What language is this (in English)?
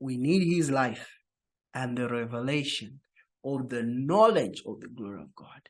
English